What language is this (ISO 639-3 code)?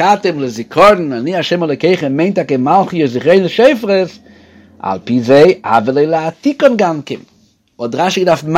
yid